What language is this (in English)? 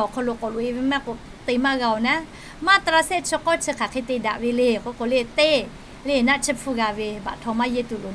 Lahu